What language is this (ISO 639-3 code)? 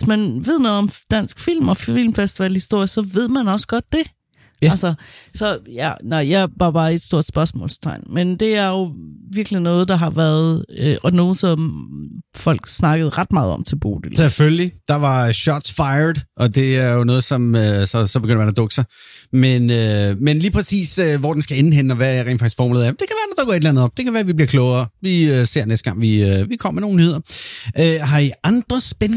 dan